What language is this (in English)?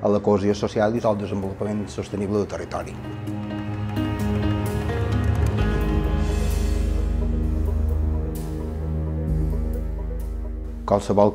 Catalan